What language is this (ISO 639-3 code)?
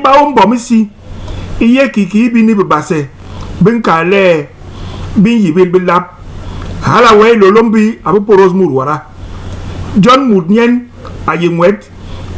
bas